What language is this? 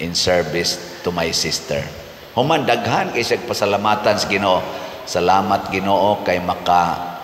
Cebuano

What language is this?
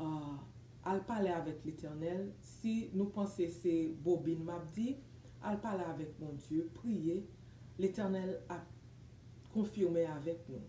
Haitian Creole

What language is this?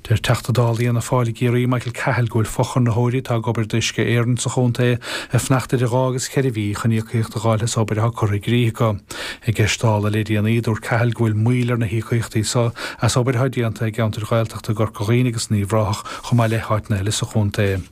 Irish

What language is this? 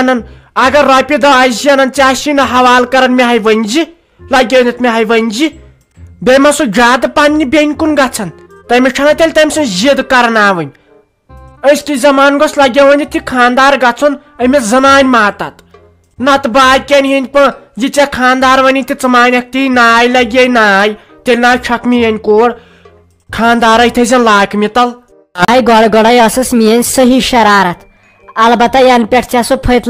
Kashmiri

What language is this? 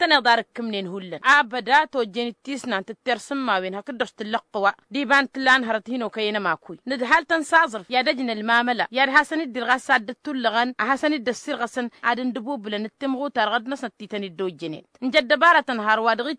Tamasheq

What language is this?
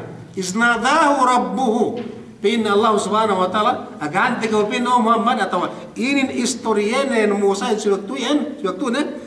Yakan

